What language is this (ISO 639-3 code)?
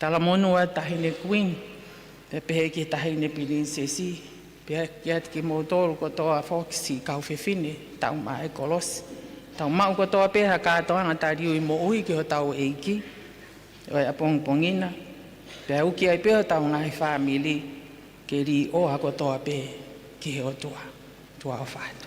ton